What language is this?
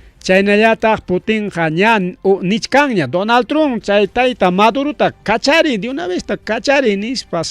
Ayacucho Quechua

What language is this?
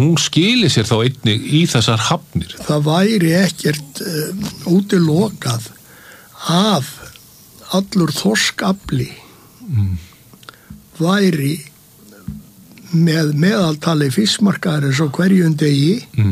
Icelandic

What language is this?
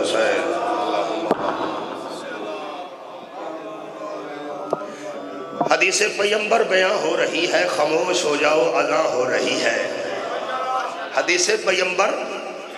Urdu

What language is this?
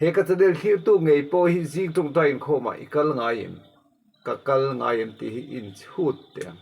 Mizo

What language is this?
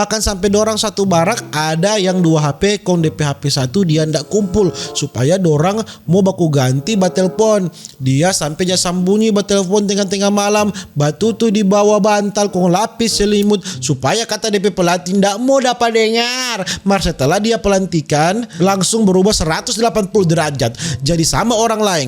Manado Malay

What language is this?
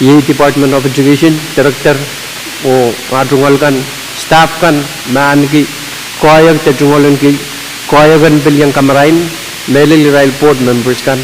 Pohnpeian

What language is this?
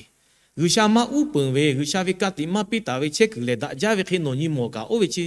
Lahu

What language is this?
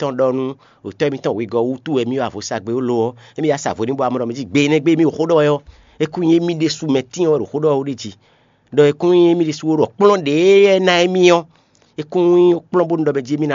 Fon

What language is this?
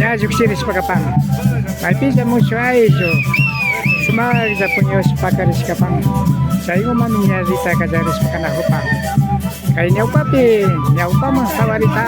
Imbabura Highland Quichua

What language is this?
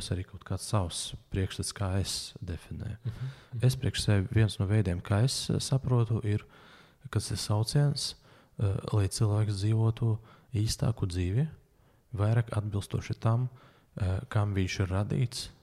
Latvian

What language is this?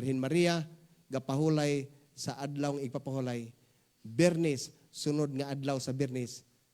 Cebuano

